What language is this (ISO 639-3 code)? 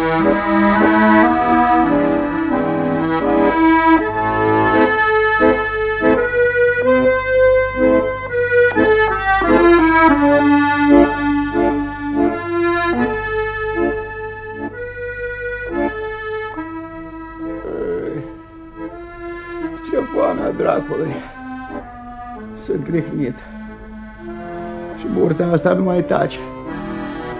ron